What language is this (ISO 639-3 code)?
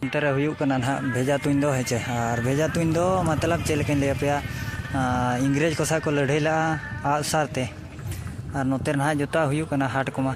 sat